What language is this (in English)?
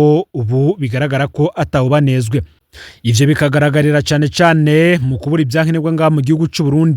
Rundi